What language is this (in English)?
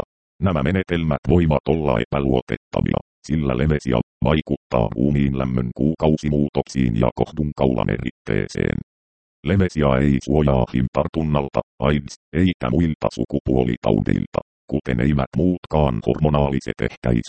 Finnish